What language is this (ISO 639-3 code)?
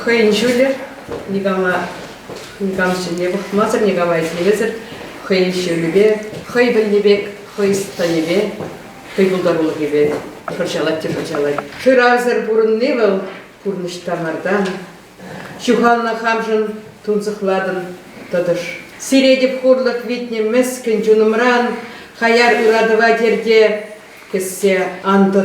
chv